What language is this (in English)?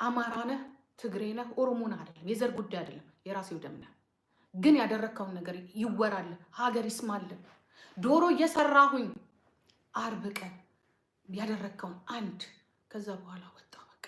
Amharic